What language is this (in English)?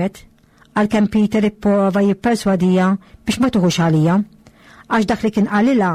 Maltese